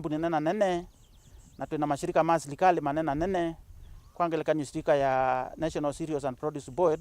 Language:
Kamba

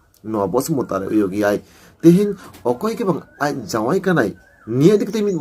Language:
Santali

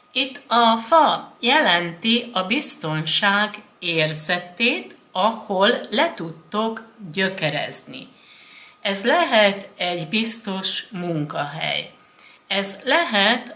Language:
Hungarian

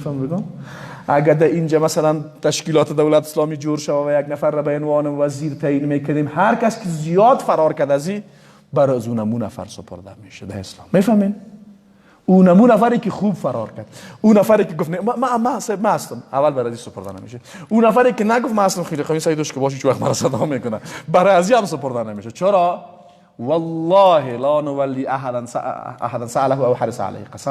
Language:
Persian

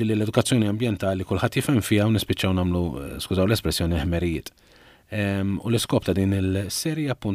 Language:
Maltese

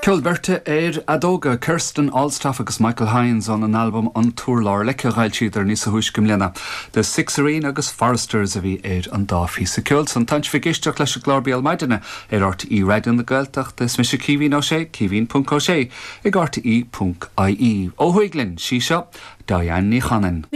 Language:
Irish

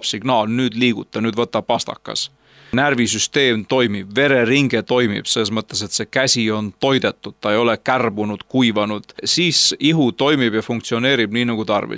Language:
Estonian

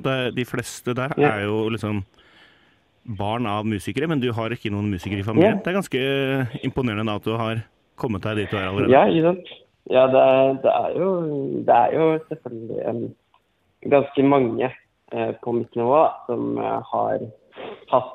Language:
Norwegian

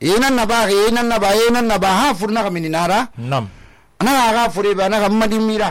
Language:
Susu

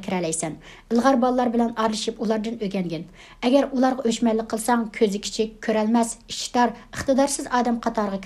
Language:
Uyghur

